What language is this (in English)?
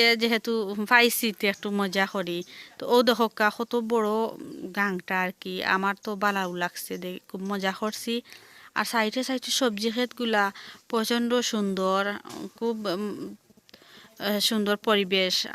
Sylheti